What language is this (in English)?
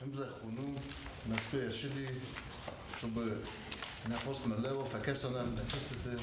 Ossetic